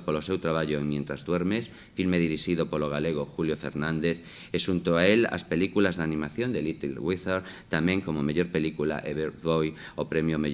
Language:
Galician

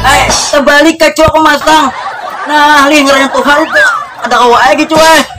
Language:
Banjar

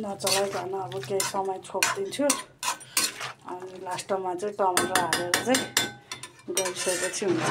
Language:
Nepali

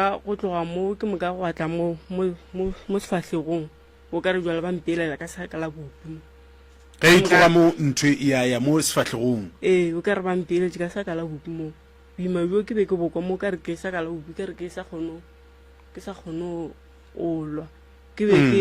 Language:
Northern Sotho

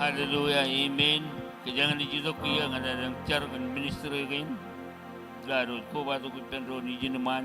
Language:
Marshallese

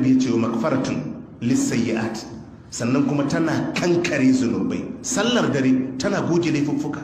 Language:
Hausa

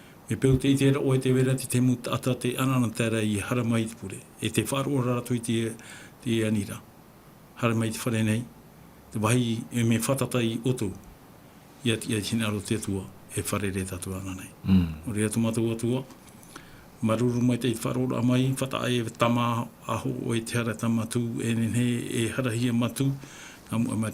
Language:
Tahitian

